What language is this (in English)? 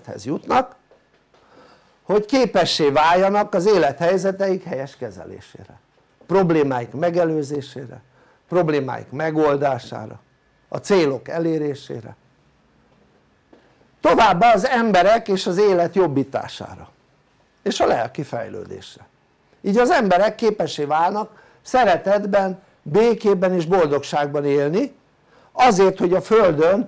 Hungarian